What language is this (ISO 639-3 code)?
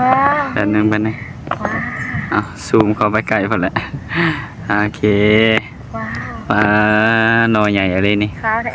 tts